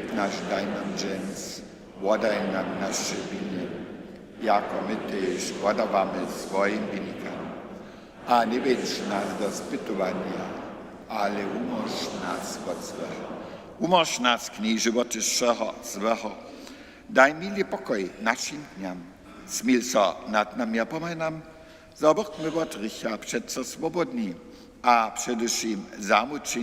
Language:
Upper Sorbian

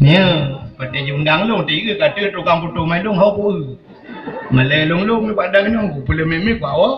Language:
Achinese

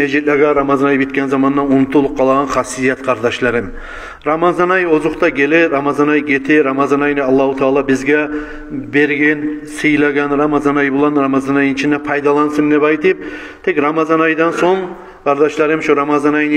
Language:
Kumyk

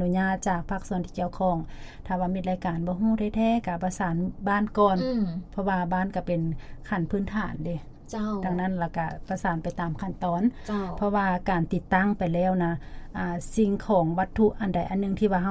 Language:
Lao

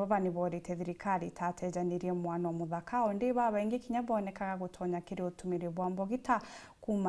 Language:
Meru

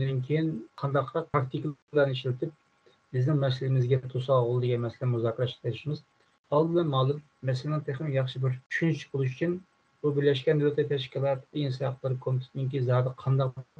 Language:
Uyghur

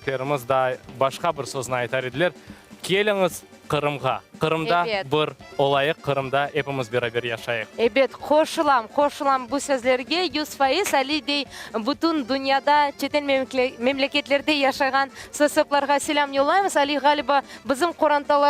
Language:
Crimean Tatar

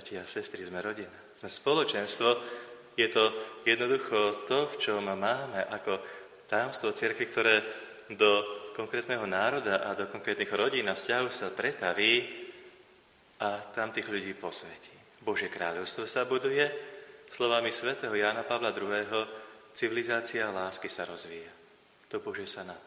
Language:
Slovak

